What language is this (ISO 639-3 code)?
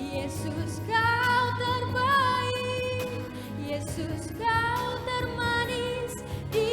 nia